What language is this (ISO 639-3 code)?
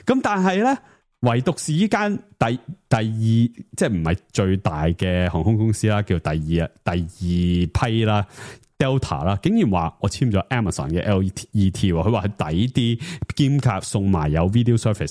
yue